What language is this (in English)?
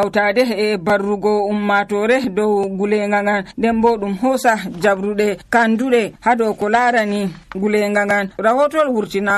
Nigerian Fulfulde